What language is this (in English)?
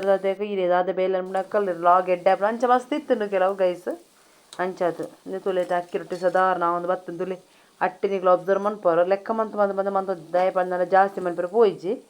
Tulu